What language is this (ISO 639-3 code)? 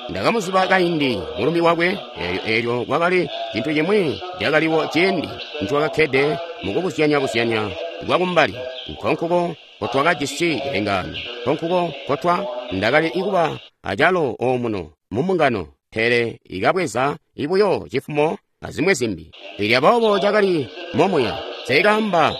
toi